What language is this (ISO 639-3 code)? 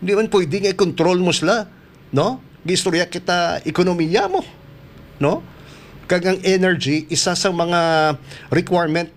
hil